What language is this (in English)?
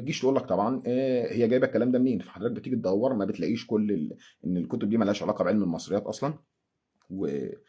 Egyptian Arabic